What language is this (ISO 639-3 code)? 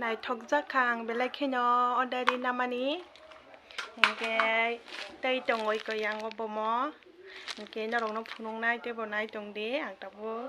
trp